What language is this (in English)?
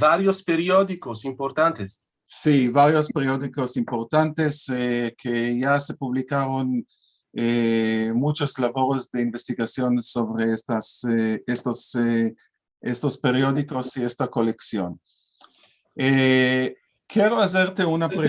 Ladino